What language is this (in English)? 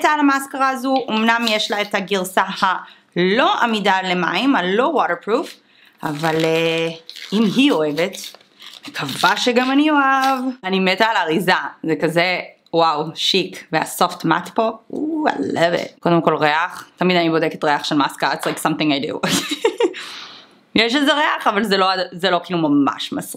Hebrew